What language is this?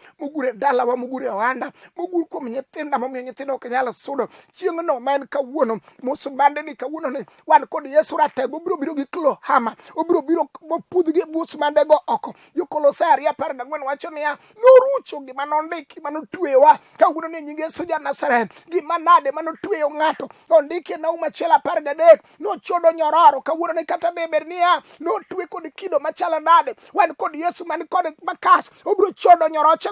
Luo (Kenya and Tanzania)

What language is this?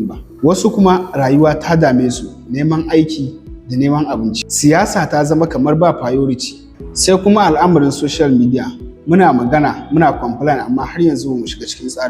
Hausa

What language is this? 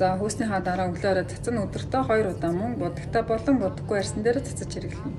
Mongolian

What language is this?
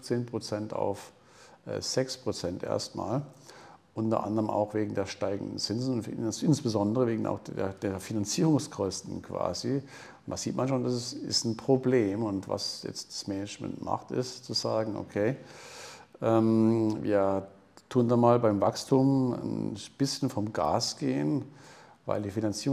German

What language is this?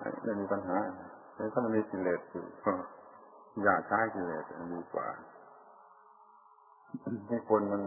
Thai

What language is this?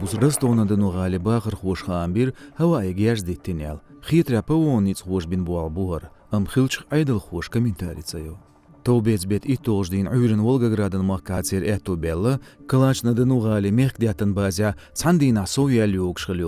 Chechen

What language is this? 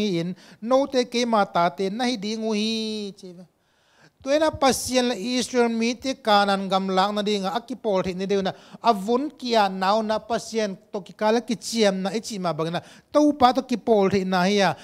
Tedim Chin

